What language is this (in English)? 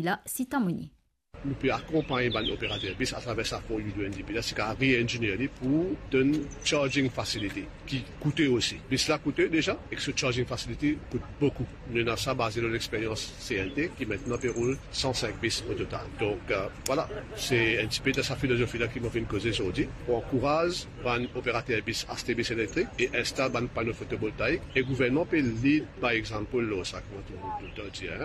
Morisyen